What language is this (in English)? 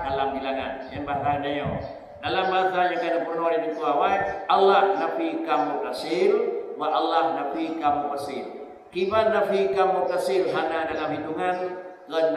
Achinese